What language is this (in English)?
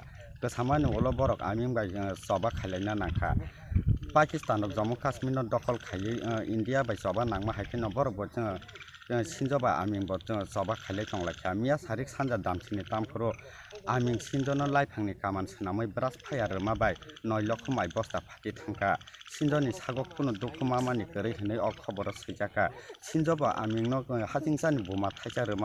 Kok Borok